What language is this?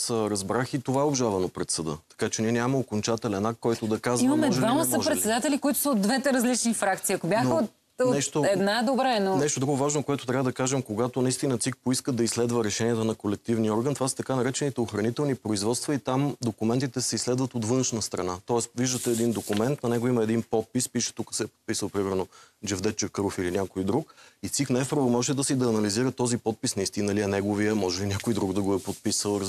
Bulgarian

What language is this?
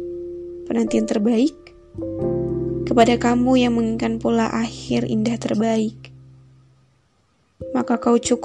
Indonesian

